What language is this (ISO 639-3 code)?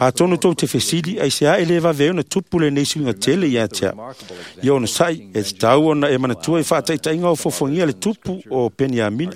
smo